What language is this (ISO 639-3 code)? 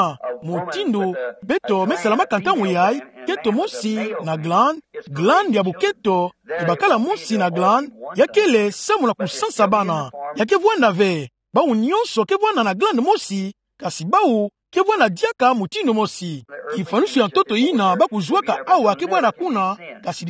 ktu